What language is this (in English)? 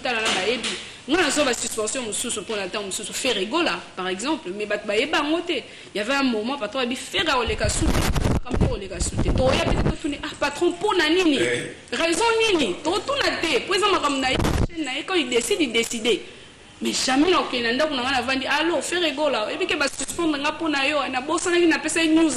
Lingala